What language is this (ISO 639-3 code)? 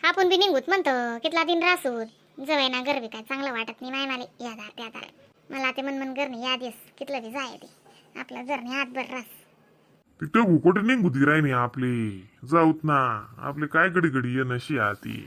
khn